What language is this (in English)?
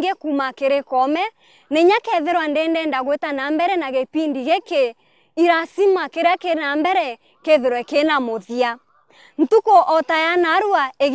Meru